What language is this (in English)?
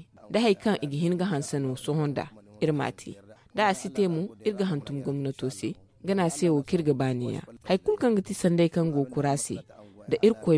Zarma